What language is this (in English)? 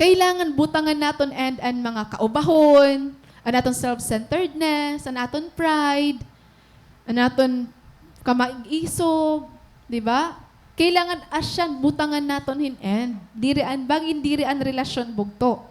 Waray